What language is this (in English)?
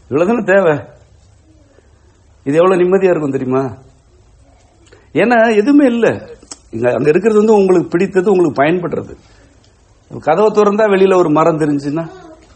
Tamil